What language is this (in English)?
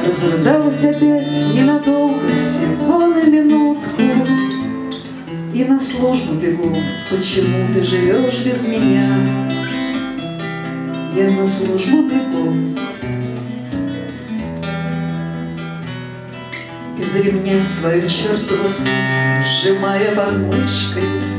Russian